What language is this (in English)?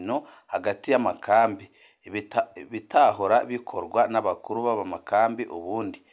Rundi